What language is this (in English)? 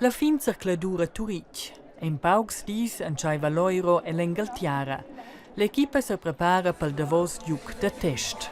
Romansh